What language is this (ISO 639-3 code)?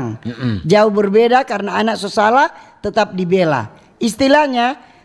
xmm